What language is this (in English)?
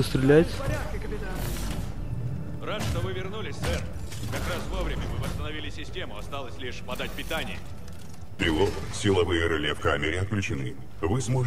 Russian